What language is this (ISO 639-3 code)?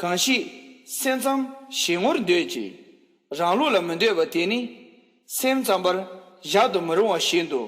bod